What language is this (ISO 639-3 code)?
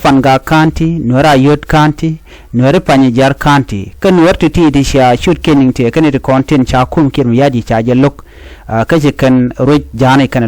nus